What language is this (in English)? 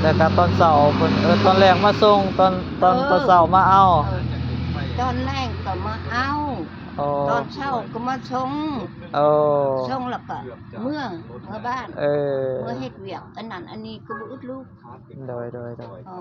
Lao